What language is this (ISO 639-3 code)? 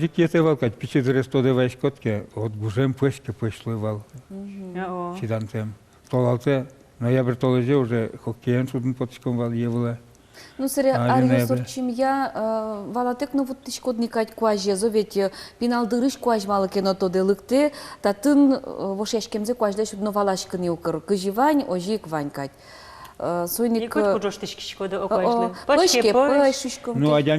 udm